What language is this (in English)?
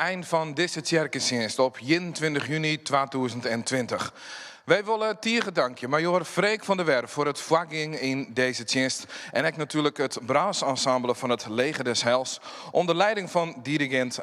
Western Frisian